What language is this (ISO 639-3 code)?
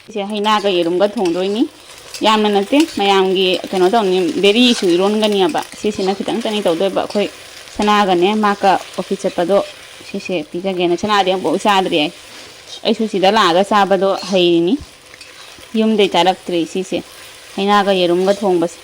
mni